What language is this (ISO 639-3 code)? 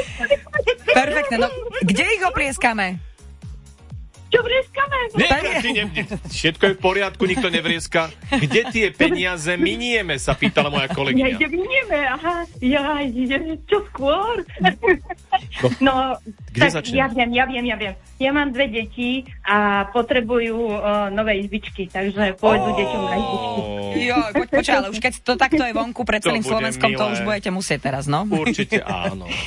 slk